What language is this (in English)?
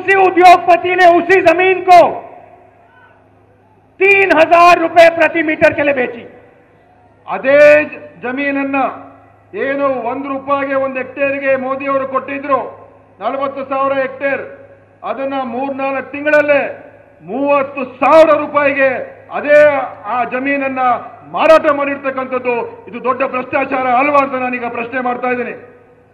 Kannada